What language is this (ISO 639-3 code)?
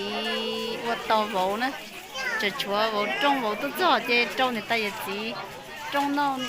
hmn